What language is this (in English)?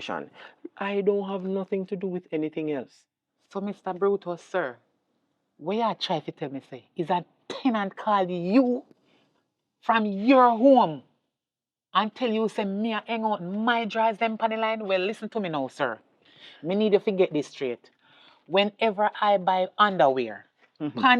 Jamaican Creole English